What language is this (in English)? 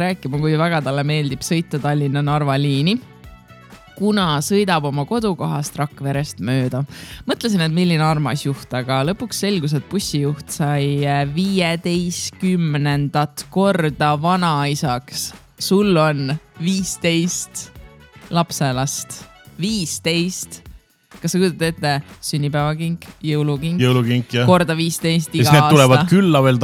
Estonian